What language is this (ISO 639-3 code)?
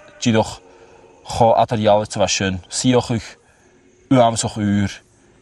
gla